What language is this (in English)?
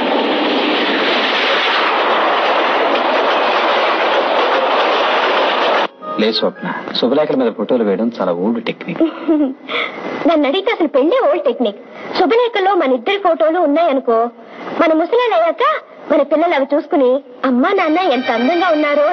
Telugu